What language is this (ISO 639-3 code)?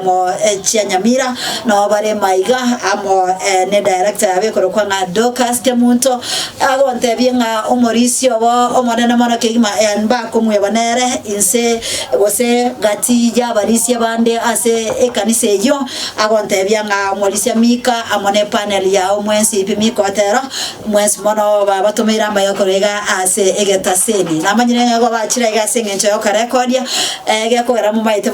guz